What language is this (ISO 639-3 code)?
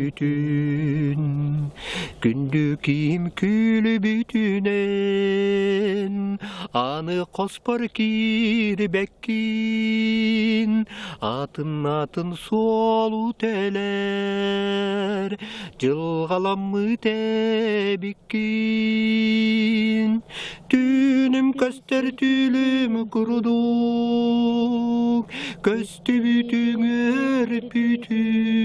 sah